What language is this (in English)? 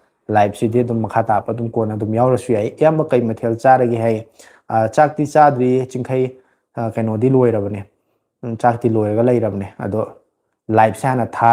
Manipuri